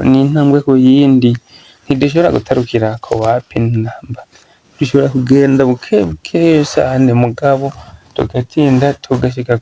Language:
Rundi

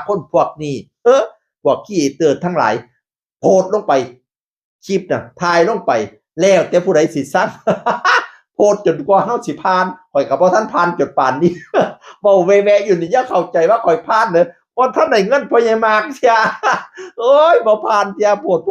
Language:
Northeastern Thai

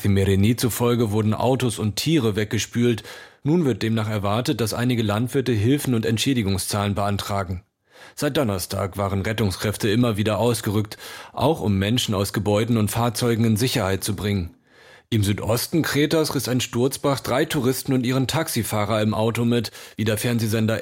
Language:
German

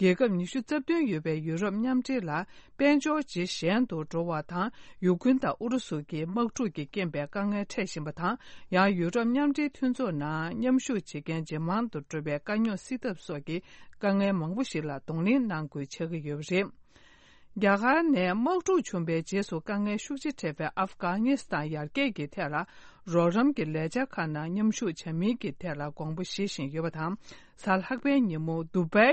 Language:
Tibetan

